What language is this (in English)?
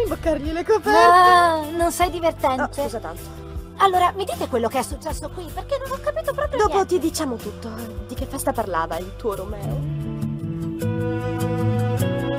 Italian